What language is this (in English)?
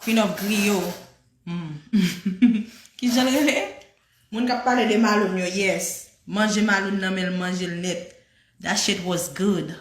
Haitian Creole